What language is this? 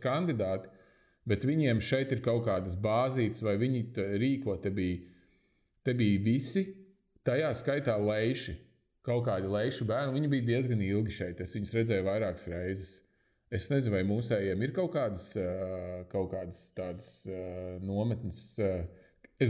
Latvian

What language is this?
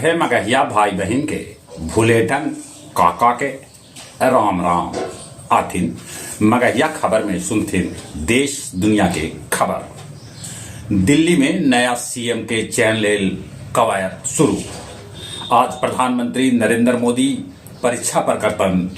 Magahi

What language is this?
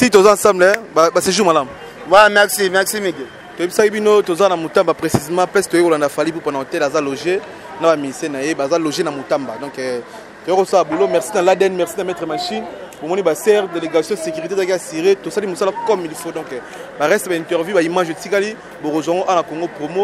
Lingala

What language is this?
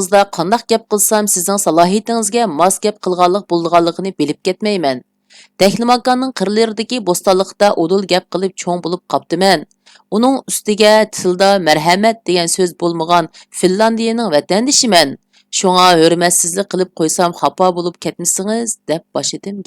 Uyghur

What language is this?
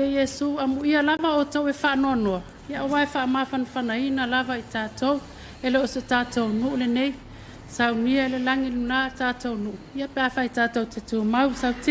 Samoan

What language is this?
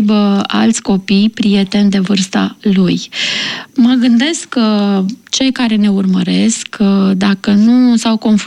Romanian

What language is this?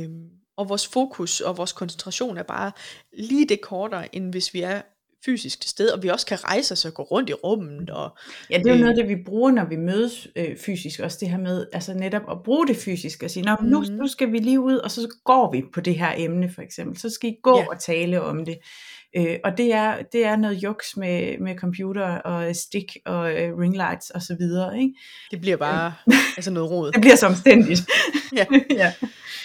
Danish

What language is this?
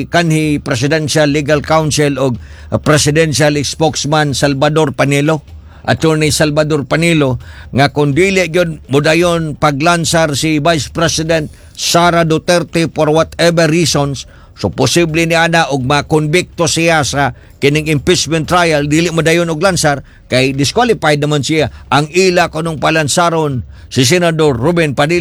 Cebuano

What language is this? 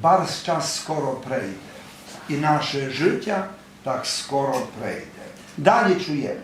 Rusyn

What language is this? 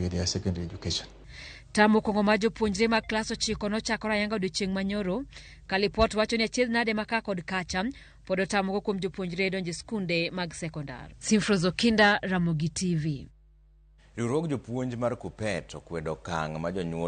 Luo (Kenya and Tanzania)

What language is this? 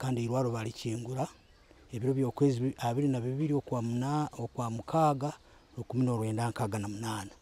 Nyoro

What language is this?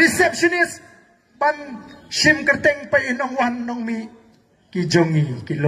Khasi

